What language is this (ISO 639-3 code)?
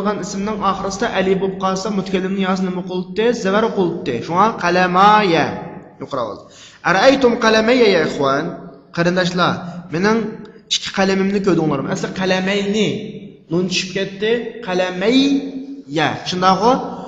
uig